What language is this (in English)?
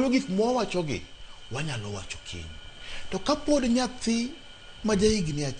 Luo (Kenya and Tanzania)